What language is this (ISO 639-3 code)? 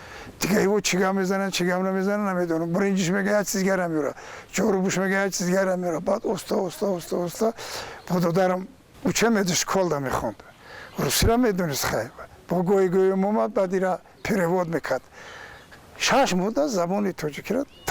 tgk